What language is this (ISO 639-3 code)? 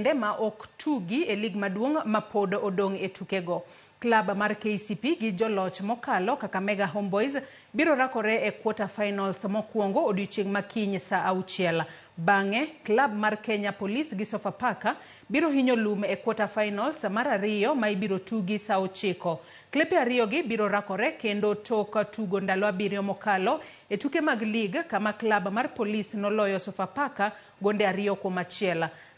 luo